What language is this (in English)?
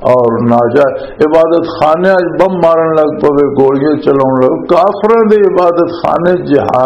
Western Panjabi